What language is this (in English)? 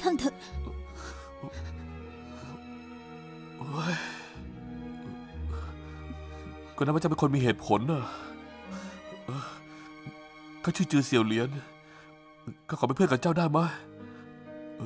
Thai